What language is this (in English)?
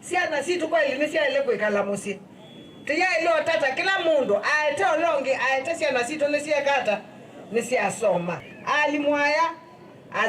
Kamba